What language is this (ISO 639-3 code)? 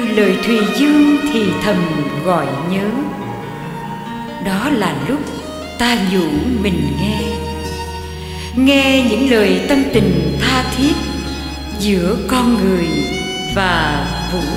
vie